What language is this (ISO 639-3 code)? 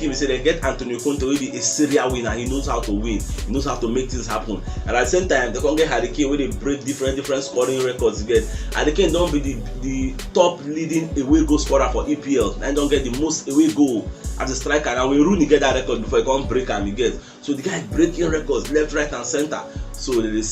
pcm